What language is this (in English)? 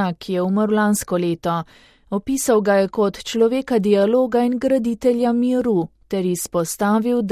Slovenian